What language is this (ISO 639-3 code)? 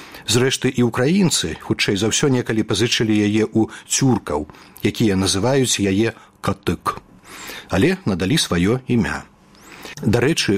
bel